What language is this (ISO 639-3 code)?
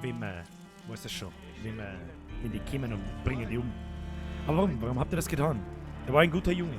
bar